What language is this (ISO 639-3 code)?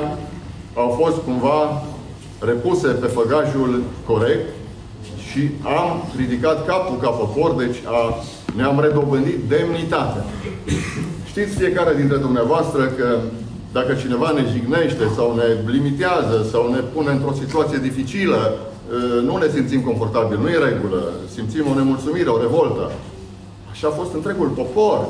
ron